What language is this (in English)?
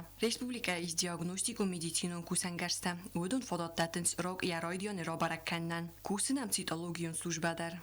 Ossetic